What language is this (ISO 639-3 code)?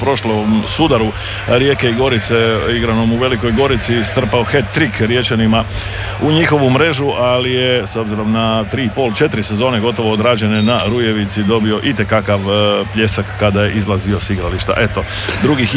hrv